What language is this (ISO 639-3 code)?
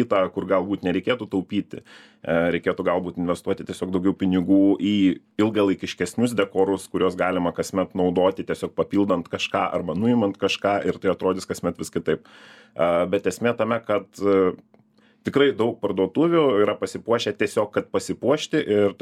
lit